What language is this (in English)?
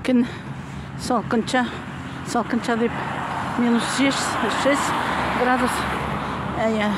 Tatar